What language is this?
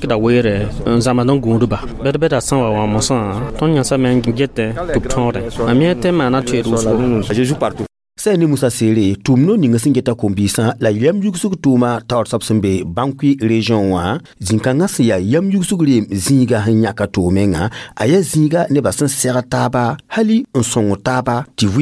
Mossi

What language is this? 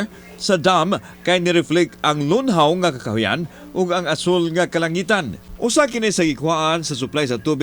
Cebuano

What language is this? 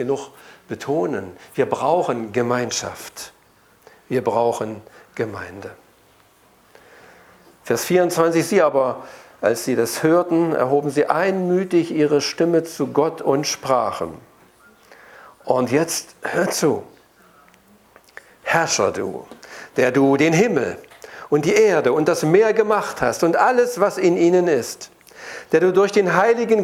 German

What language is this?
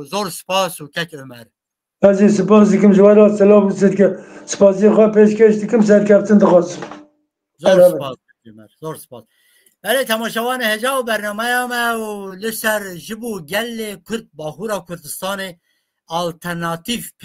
Kurdish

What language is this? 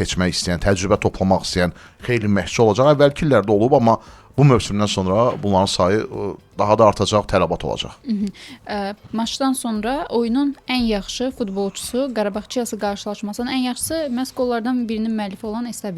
Azerbaijani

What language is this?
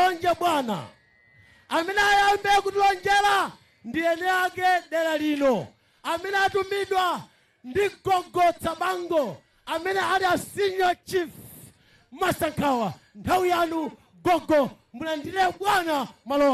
Nyanja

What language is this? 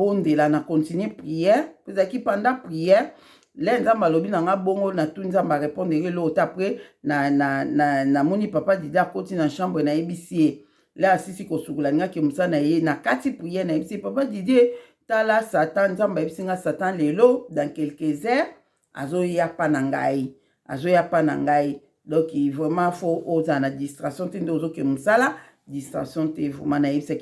Lingala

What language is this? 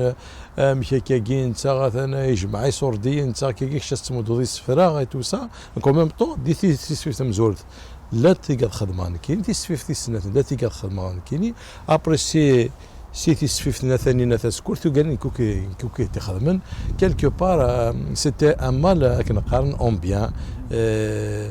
Kabyle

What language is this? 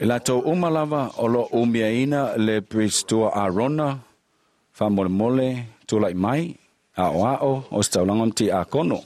Samoan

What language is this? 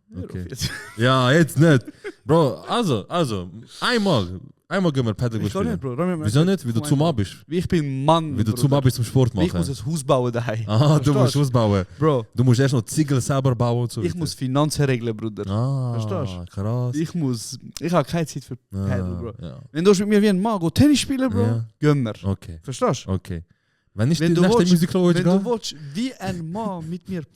Swiss German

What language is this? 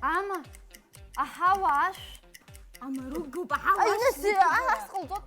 Abkhazian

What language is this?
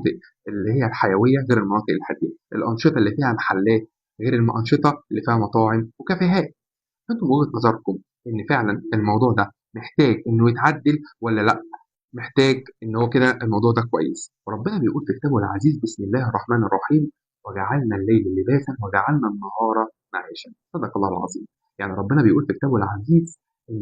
Egyptian Arabic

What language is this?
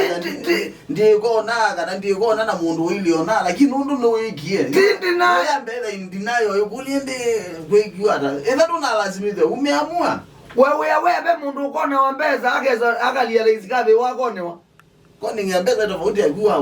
Kamba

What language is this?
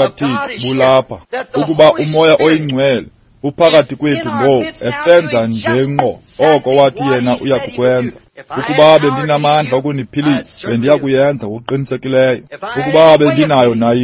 Xhosa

